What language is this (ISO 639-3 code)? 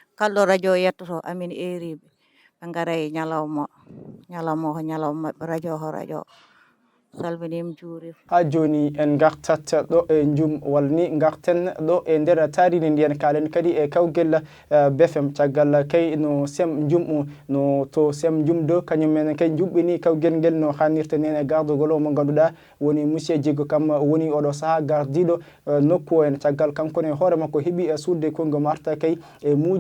ful